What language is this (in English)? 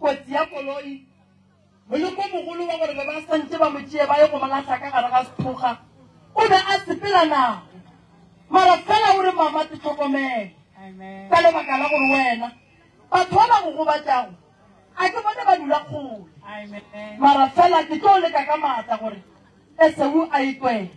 Northern Sotho